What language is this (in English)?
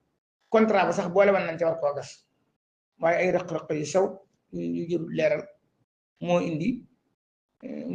Wolof